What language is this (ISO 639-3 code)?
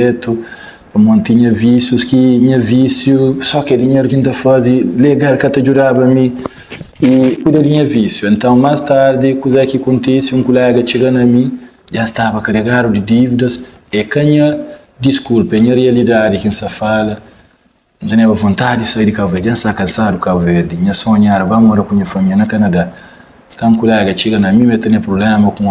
kea